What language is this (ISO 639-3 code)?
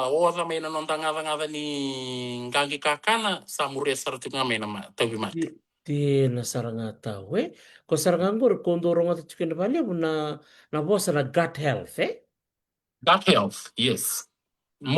fij